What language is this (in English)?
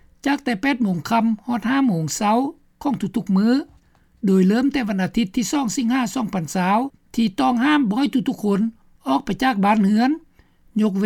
Lao